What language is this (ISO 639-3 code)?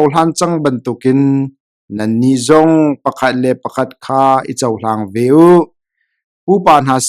cnh